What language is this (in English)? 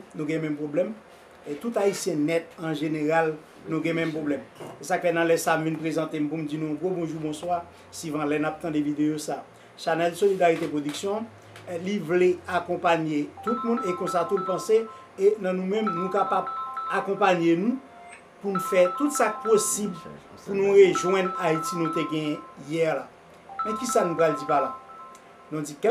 Haitian Creole